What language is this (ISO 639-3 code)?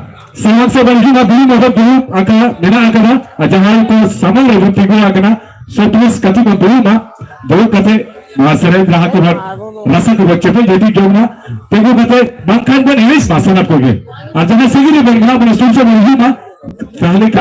sat